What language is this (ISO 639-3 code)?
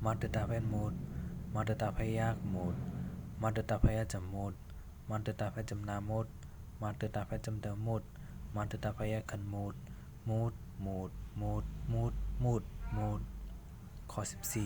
shn